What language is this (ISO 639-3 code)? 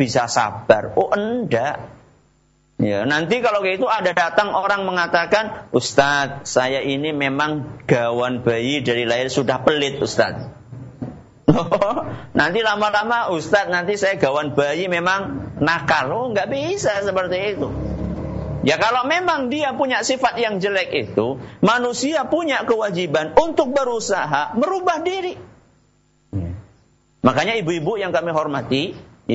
ind